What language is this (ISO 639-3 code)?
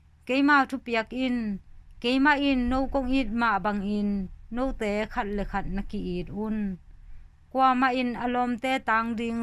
ctd